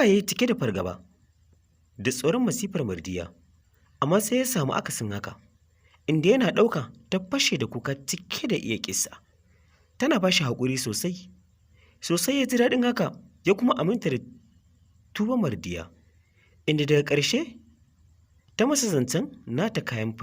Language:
Hausa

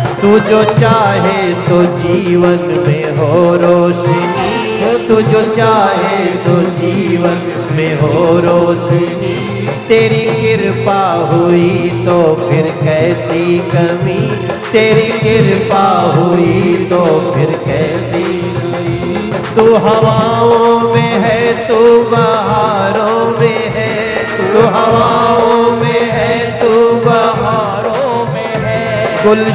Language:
Hindi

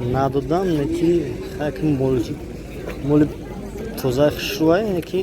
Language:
Tajik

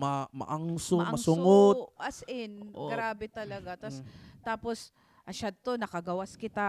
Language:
Waray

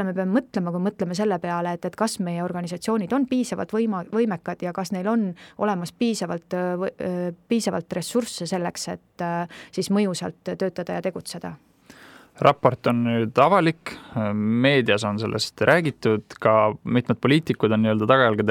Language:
Estonian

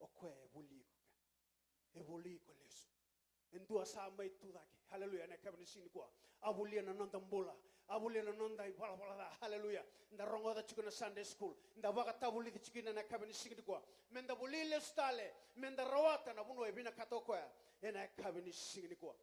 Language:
Fijian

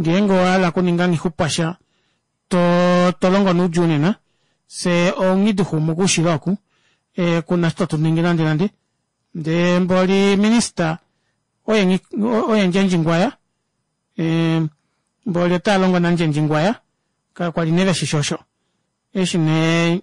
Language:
Kuanyama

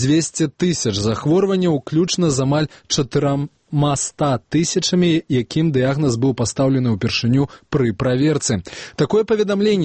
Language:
Belarusian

